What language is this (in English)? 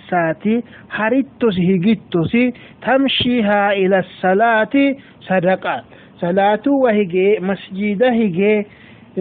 Sidamo